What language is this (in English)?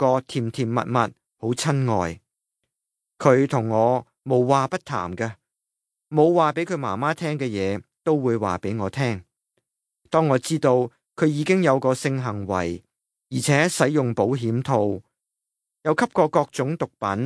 Cantonese